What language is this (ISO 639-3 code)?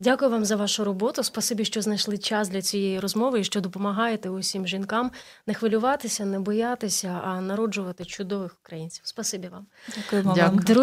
ukr